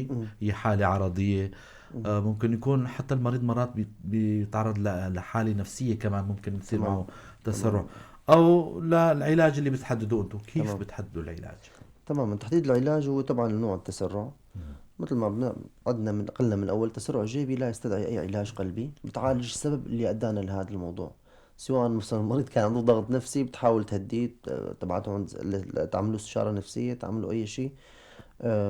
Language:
North Levantine Arabic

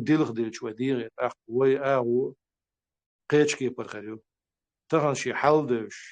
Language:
Chechen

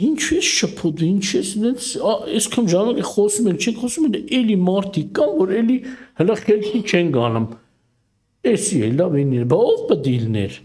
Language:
Armenian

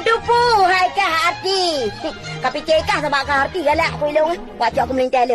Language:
Achinese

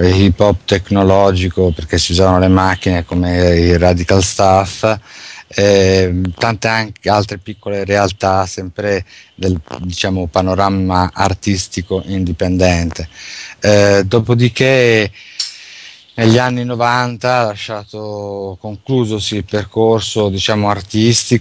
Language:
Italian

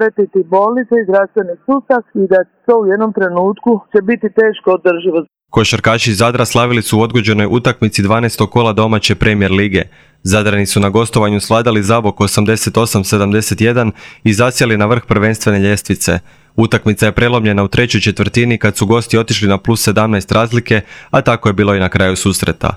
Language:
Croatian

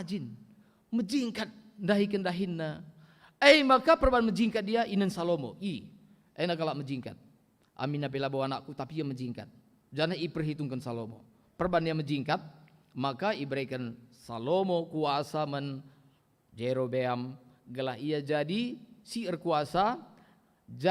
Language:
Batak Karo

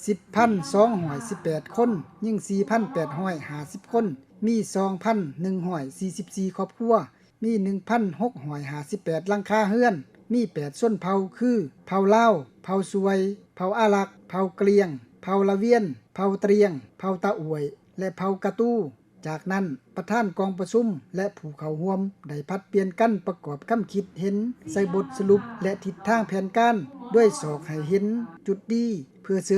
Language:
Lao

